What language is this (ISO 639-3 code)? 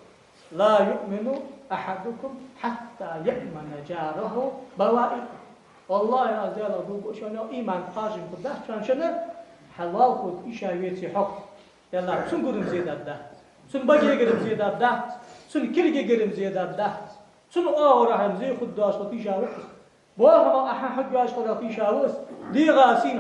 inh